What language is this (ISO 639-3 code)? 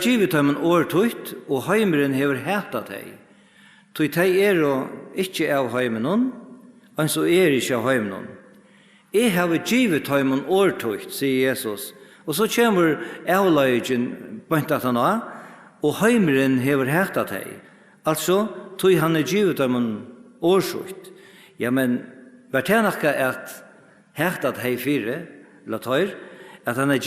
fao